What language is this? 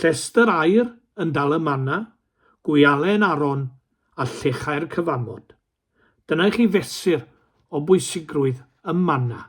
Welsh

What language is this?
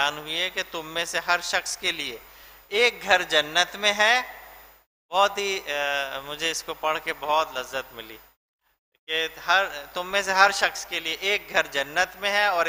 Urdu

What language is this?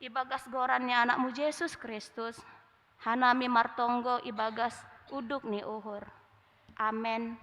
Batak Simalungun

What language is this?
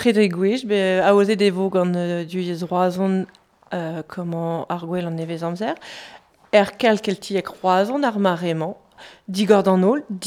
Breton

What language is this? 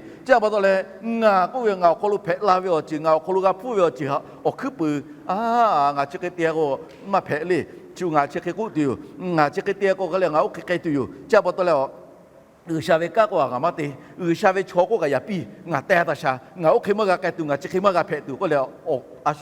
Lahu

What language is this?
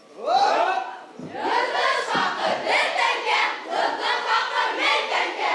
Bashkir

